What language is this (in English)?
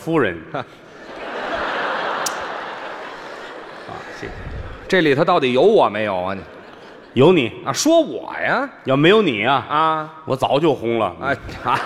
Chinese